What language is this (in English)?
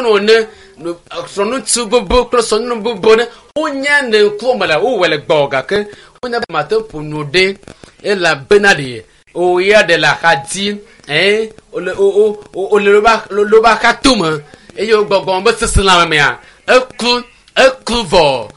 Ewe